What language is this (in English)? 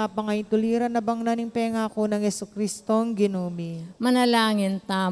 Pampanga